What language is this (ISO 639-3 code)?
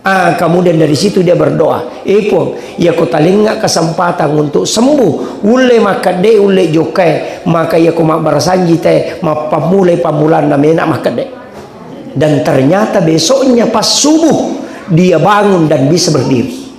bug